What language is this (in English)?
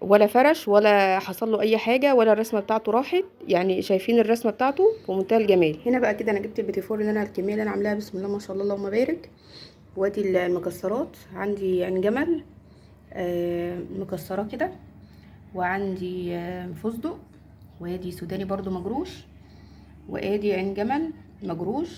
Egyptian Arabic